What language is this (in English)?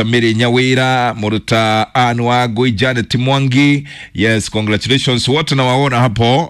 Kikuyu